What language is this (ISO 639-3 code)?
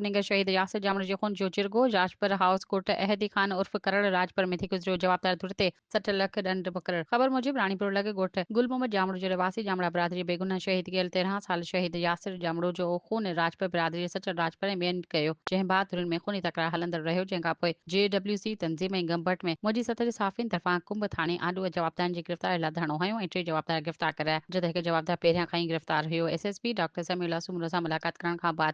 snd